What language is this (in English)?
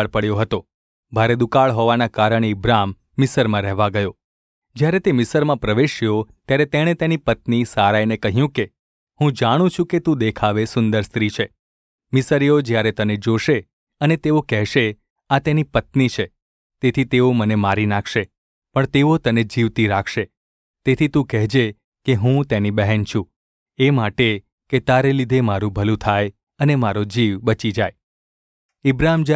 Gujarati